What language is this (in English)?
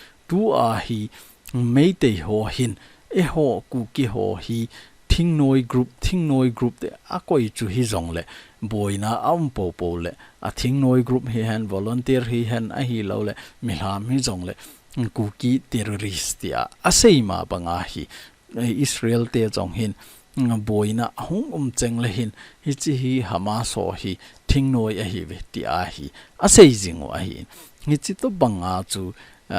Thado Chin